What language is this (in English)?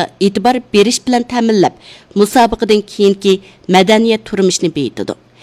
Uyghur